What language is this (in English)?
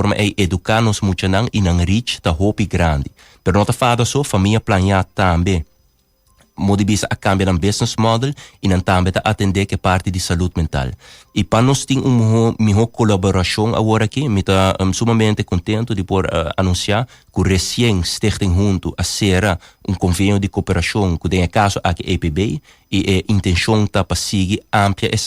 Papiamento